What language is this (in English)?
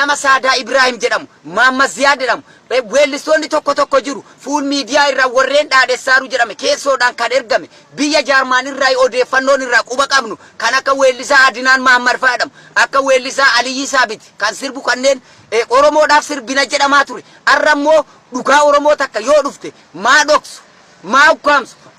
Oromo